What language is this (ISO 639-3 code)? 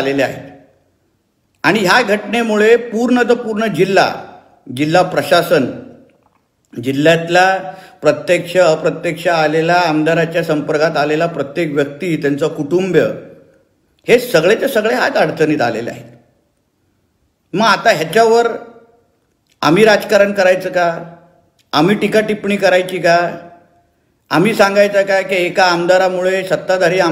mar